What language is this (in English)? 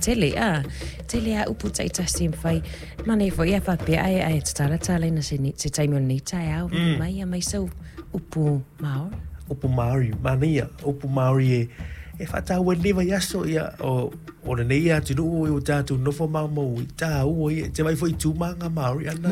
Samoan